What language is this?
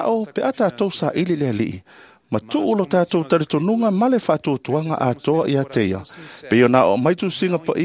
Samoan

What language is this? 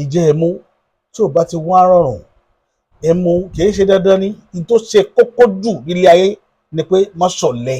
Yoruba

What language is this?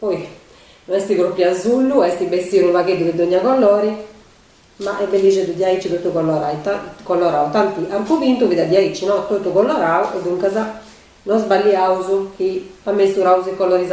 Sardinian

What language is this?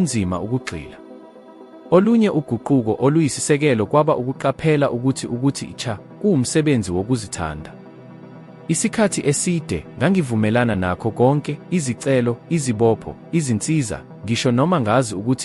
Zulu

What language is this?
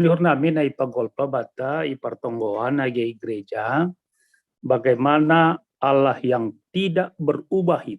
Batak Simalungun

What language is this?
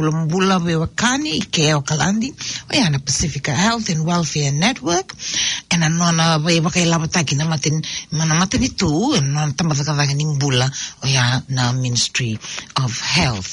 Fijian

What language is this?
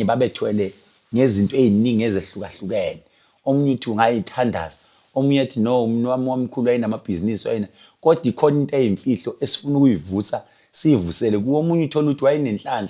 Zulu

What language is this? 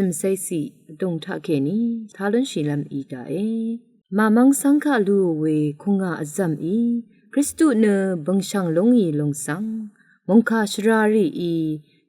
Rawang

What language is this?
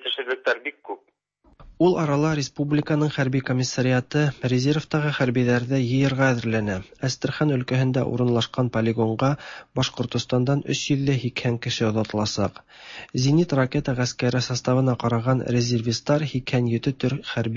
Tatar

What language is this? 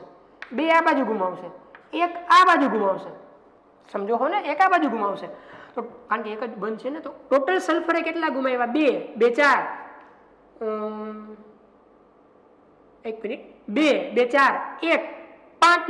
Gujarati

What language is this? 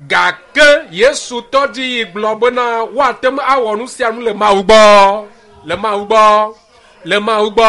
Ewe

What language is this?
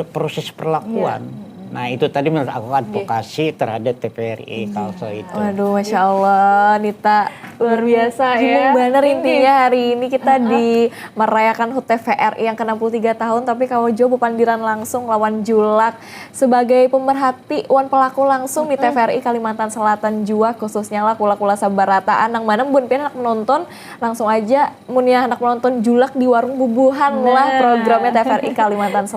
Banjar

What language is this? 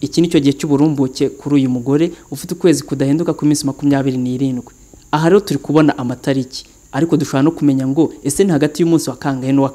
Kinyarwanda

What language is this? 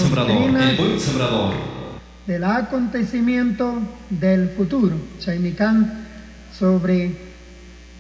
Chimborazo Highland Quichua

